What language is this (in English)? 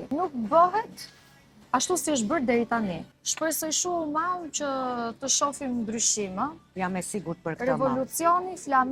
Albanian